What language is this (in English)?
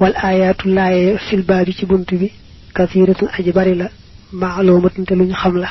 Wolof